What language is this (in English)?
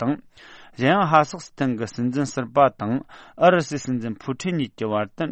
Tibetan